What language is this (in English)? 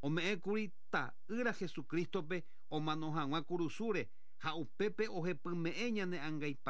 Guarani